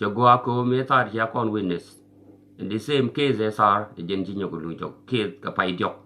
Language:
Nuer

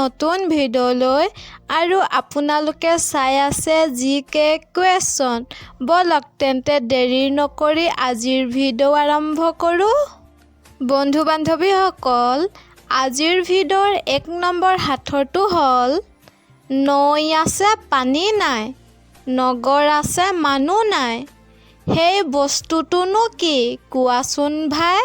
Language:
Assamese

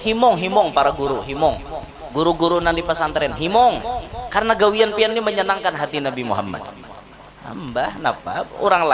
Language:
Banjar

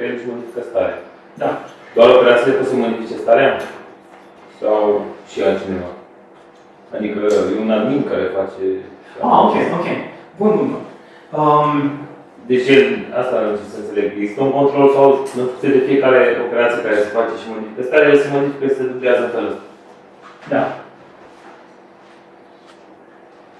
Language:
Romanian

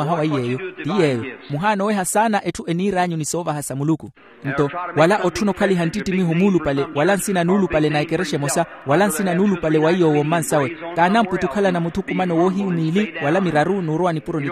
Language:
Makhuwa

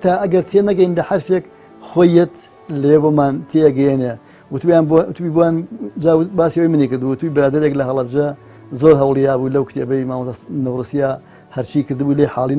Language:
Central Kurdish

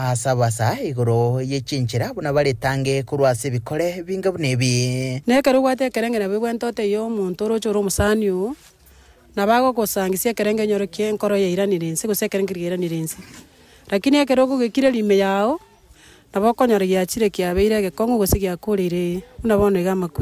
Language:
Gusii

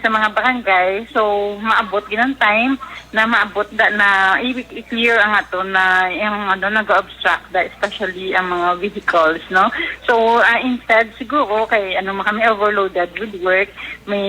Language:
Hiligaynon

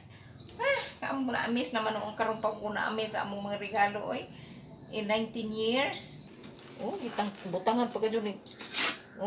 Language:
Cebuano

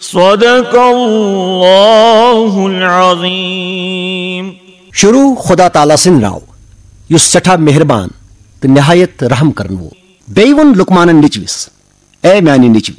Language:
Kashmiri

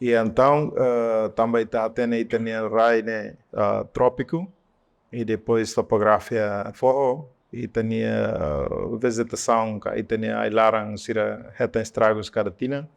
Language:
Tetum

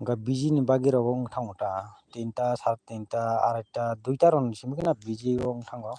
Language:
Kok Borok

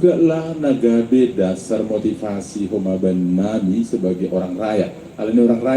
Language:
Batak Simalungun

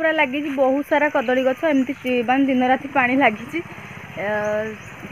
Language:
Odia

